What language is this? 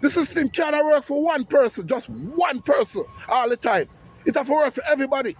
Jamaican Creole English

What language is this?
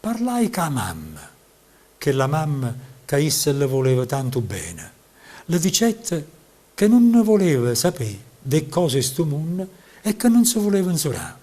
Neapolitan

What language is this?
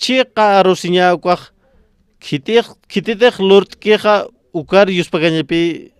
Aymara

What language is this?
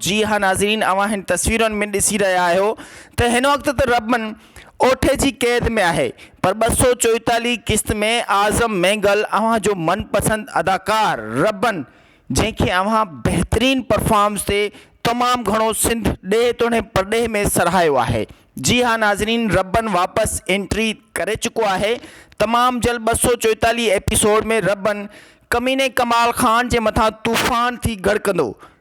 Sindhi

